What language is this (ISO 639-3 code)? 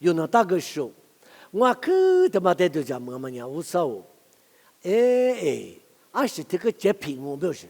lis